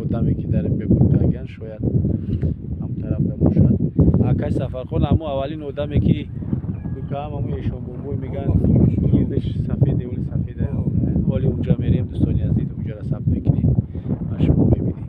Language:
Tajik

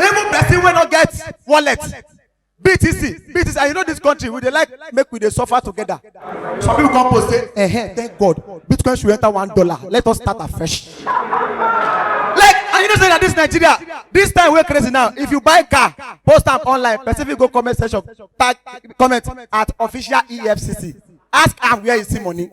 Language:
Nigerian Pidgin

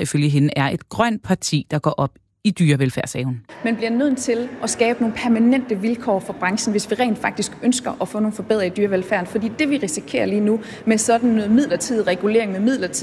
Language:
Danish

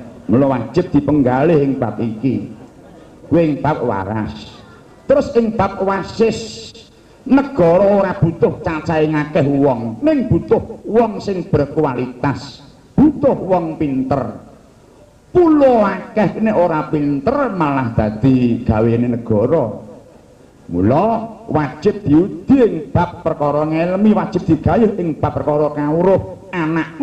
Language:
Javanese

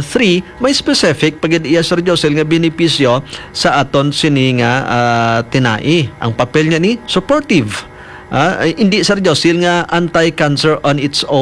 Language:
Hiligaynon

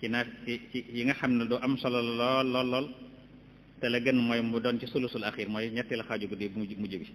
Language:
Wolof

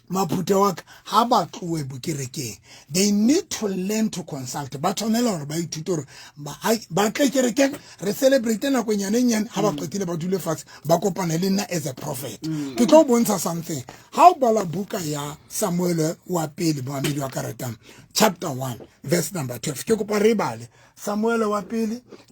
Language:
Southern Sotho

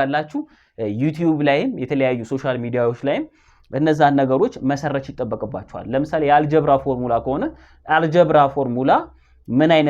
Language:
Amharic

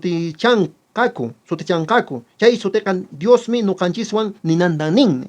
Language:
Quechua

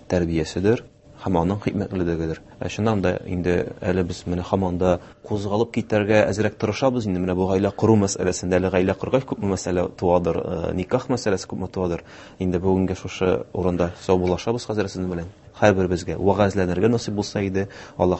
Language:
Tatar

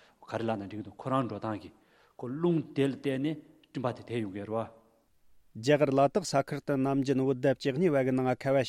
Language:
Tibetan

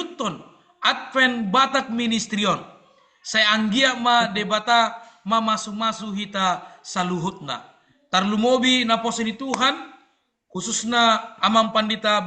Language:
Batak Toba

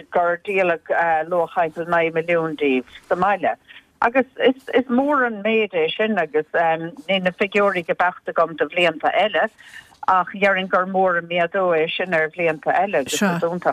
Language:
Irish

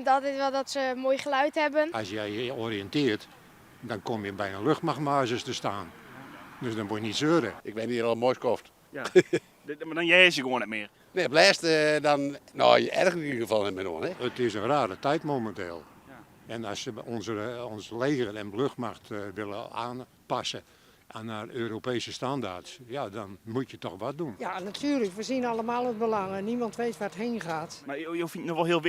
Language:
Western Frisian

